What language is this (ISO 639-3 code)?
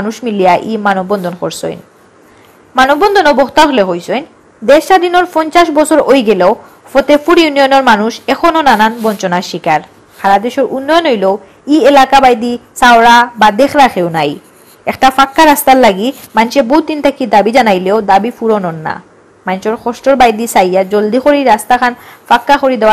syl